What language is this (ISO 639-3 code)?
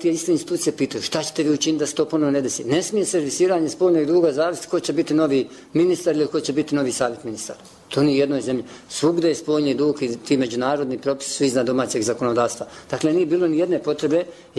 bos